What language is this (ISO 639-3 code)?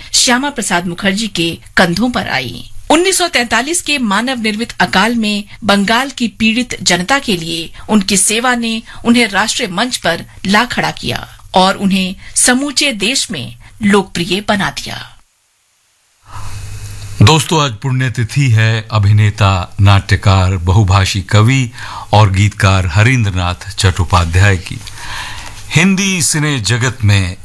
hin